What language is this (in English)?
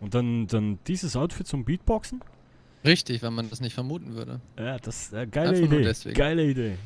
Swiss German